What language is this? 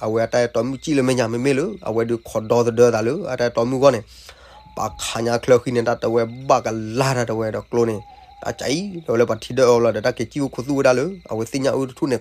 S'gaw Karen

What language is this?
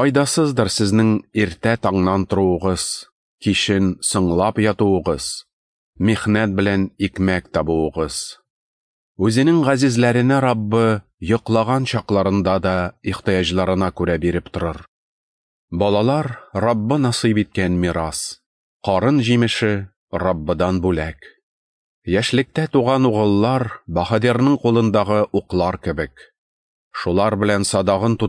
Tatar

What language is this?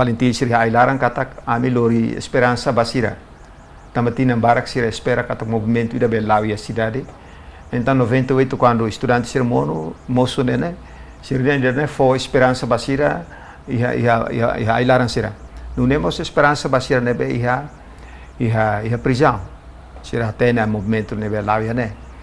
Tetum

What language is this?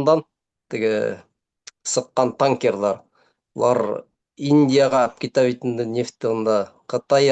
Bashkir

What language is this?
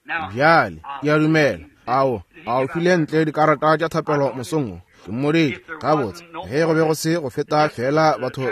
Northern Sotho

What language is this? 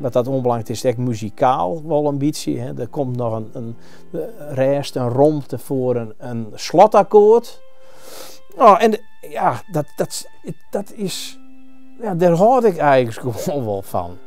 Western Frisian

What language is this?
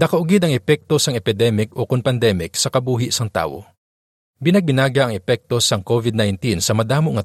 Hiligaynon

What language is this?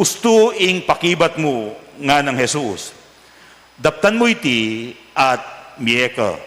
Pampanga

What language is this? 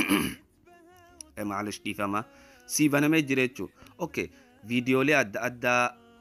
Oromo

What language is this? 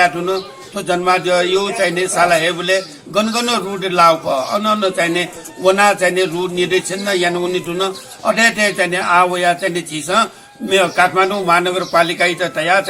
Newari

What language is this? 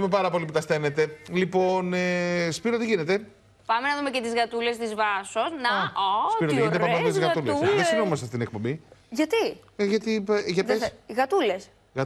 Greek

